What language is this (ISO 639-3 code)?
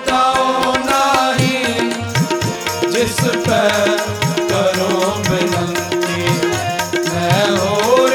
pan